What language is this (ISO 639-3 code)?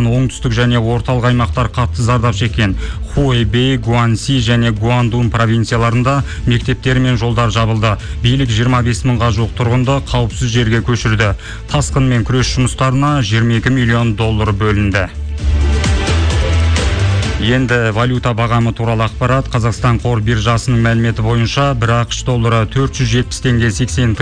kaz